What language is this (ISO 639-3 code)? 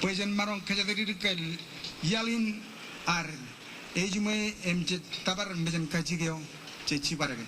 mah